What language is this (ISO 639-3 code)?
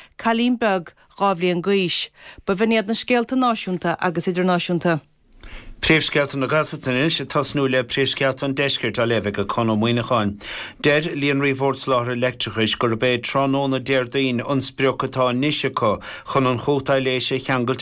gle